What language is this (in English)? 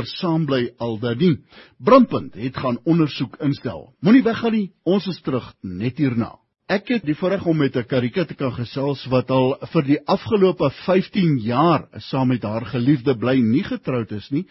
Afrikaans